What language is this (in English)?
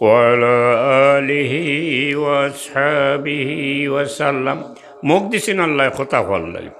Sylheti